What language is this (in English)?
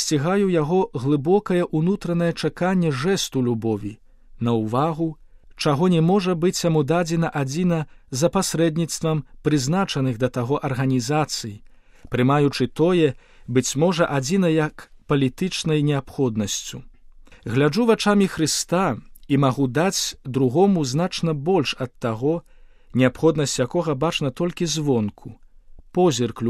Belarusian